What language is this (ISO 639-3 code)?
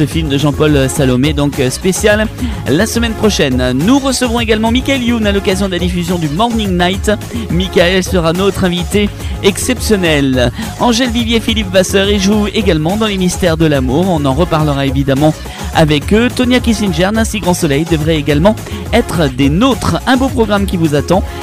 fra